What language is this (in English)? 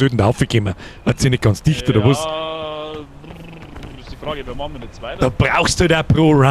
Bavarian